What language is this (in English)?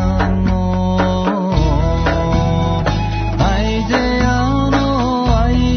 Serbian